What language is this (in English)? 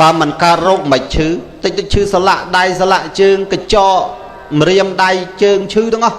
Khmer